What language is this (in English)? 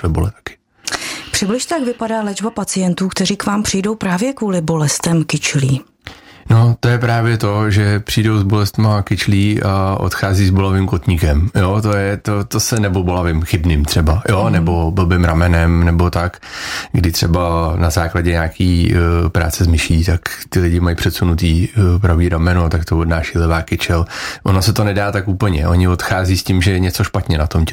Czech